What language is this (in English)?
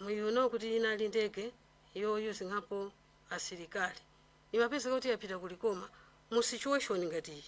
Nyanja